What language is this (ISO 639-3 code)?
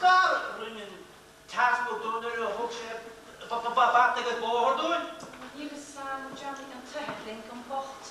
gle